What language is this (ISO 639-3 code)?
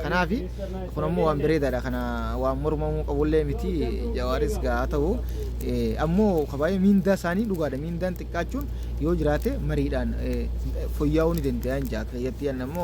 orm